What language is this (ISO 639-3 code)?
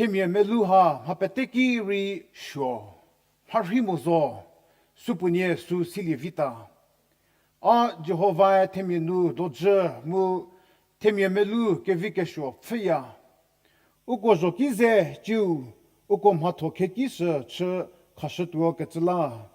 njm